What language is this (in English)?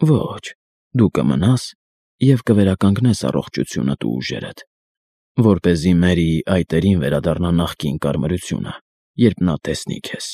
Armenian